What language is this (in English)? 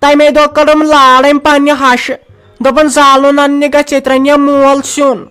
Kashmiri